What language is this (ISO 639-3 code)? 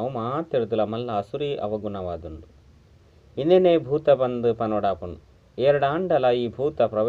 tcy